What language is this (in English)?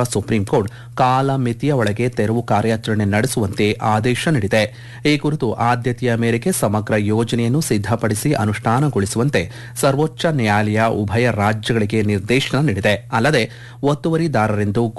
Kannada